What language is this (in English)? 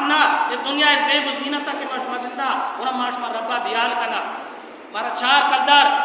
Baluchi